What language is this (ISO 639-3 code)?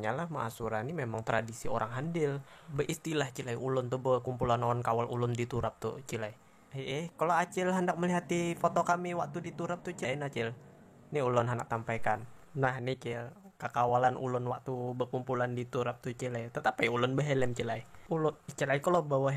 bjn